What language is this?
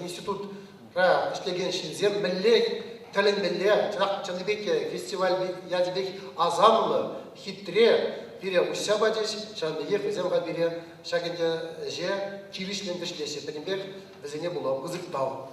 Chuvash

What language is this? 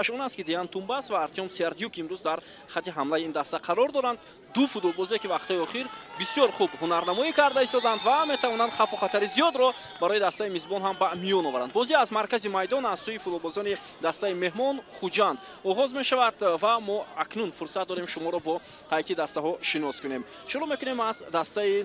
Tajik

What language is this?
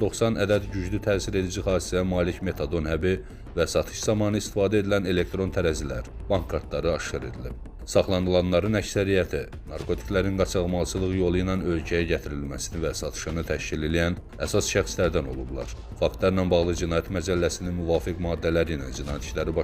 Azerbaijani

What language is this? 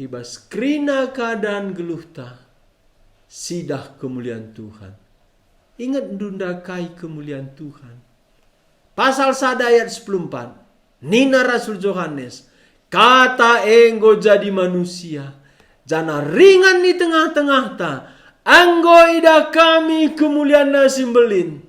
Batak Karo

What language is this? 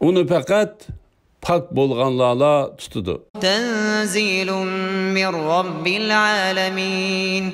Uyghur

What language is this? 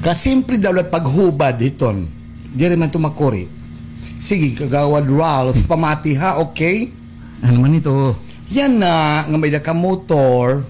Waray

